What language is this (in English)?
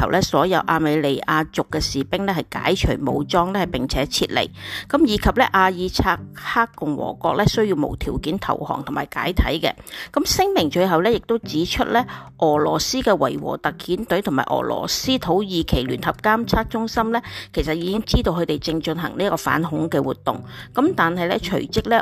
Cantonese